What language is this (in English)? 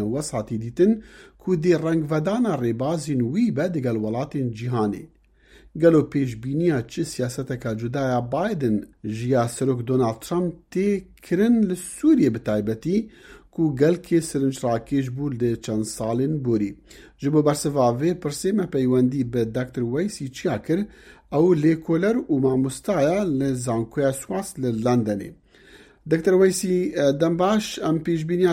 Kurdish